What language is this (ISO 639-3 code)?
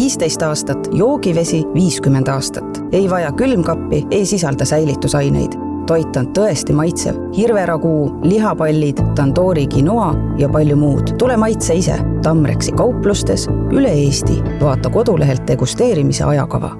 est